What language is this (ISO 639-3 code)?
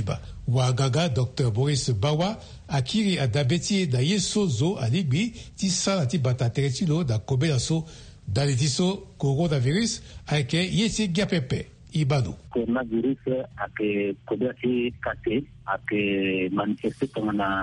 sag